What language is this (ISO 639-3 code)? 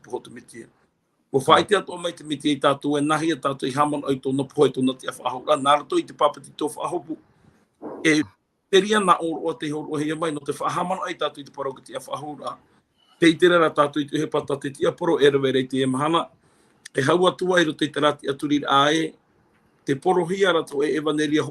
tah